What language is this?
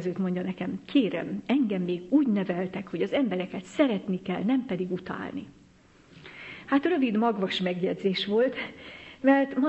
Hungarian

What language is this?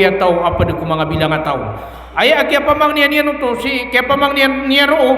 Maranao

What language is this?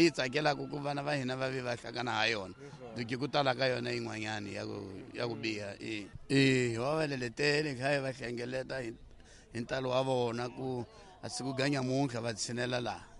Tsonga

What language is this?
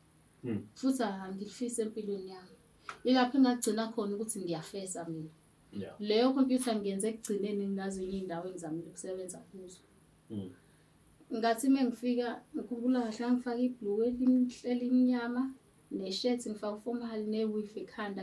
Zulu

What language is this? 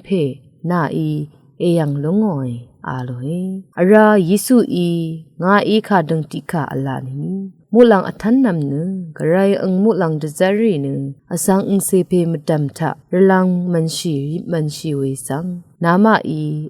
Rawang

